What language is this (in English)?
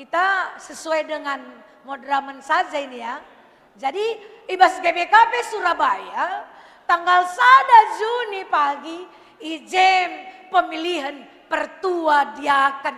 Batak Karo